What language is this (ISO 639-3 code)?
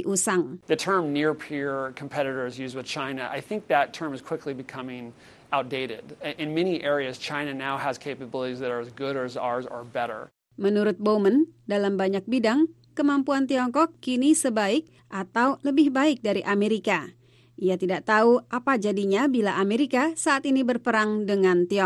ind